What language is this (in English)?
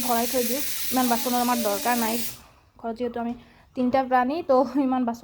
Assamese